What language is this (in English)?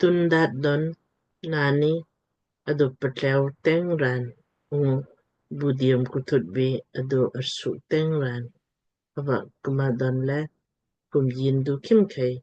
Lamkang